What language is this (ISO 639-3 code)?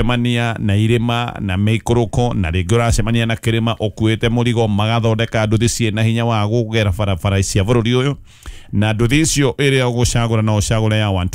kik